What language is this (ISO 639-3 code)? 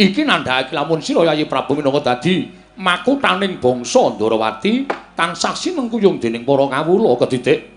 jav